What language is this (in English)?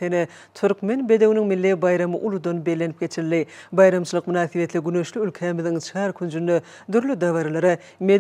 Turkmen